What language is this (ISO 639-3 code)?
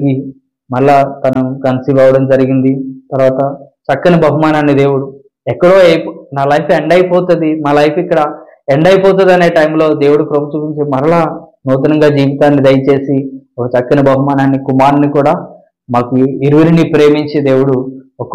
tel